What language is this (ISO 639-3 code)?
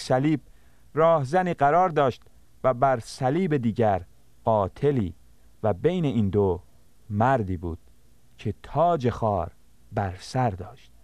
fas